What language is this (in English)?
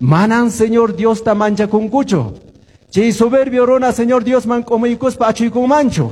Quechua